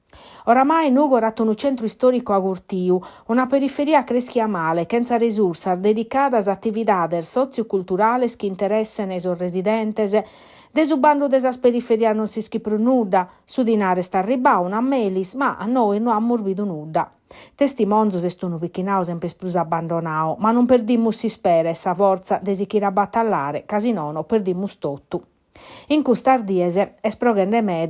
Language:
Sardinian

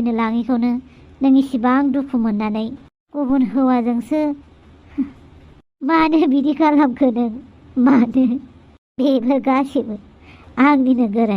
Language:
Bodo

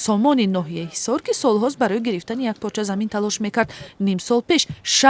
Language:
Tajik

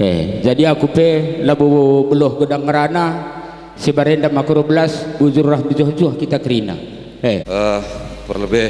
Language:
Batak Karo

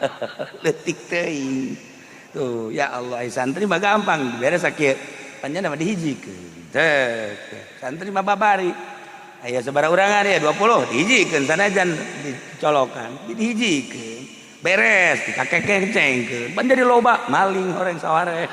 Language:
Sundanese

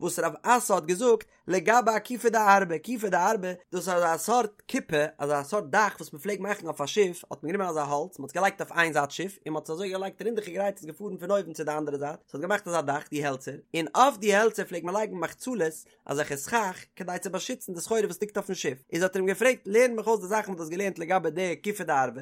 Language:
Yiddish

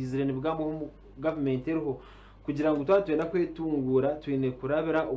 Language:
Nyankole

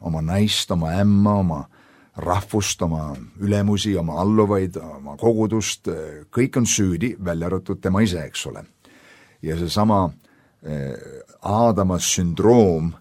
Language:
Estonian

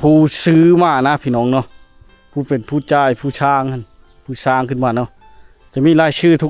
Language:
Lao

